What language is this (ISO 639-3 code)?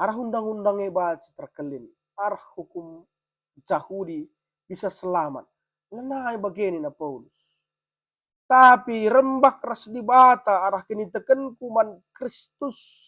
btx